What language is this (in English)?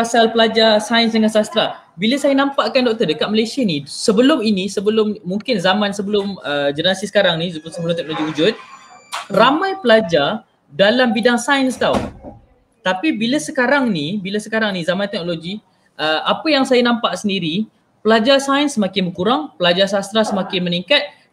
Malay